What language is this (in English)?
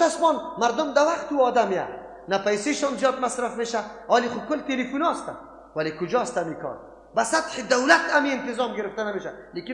Persian